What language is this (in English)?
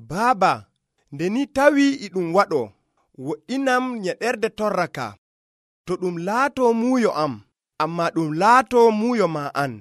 Nigerian Fulfulde